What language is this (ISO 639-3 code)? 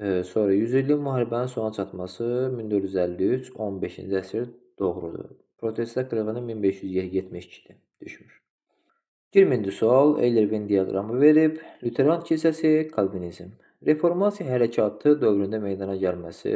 aze